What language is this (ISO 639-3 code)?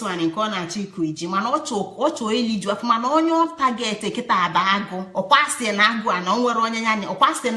ibo